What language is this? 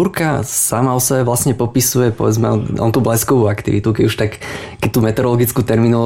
Slovak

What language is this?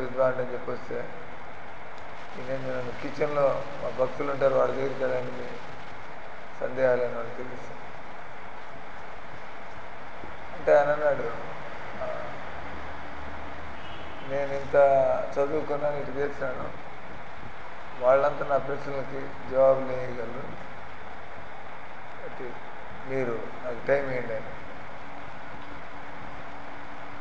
Telugu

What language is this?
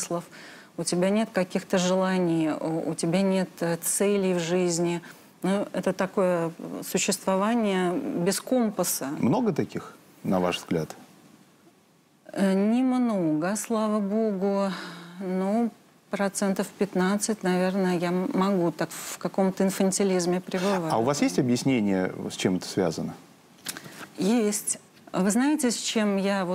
Russian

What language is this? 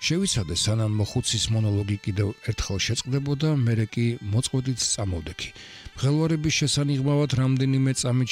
Georgian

